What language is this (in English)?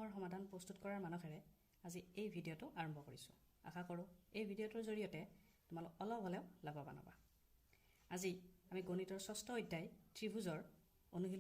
Assamese